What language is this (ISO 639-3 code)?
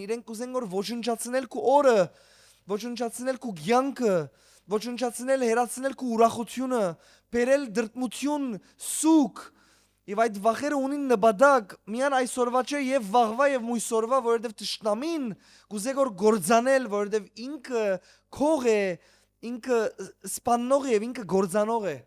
hyw